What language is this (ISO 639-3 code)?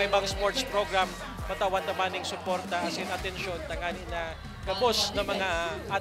bik